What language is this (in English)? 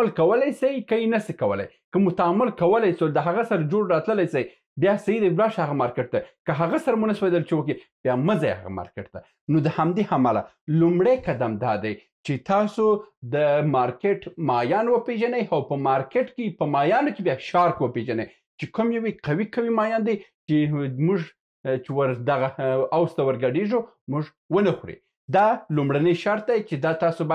Pashto